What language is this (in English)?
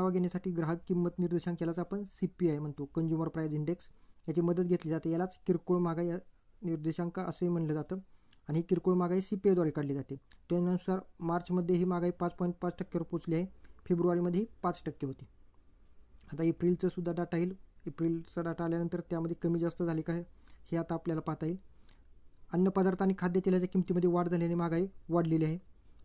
Marathi